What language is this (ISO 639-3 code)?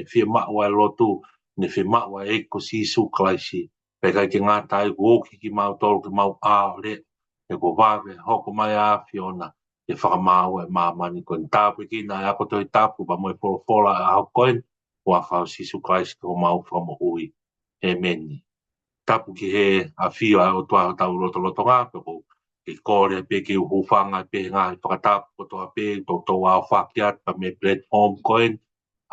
ton